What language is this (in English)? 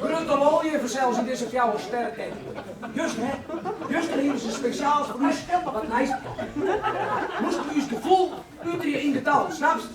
Western Frisian